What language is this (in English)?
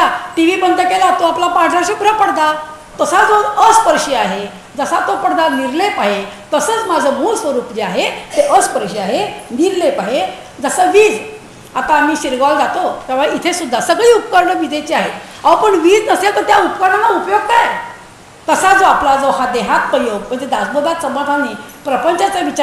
Marathi